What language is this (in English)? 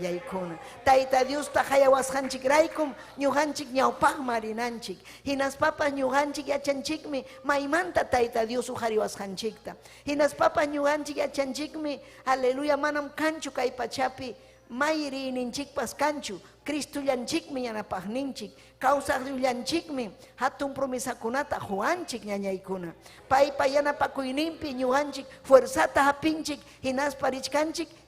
Ayacucho Quechua